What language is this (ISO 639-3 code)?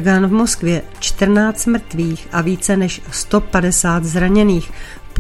ces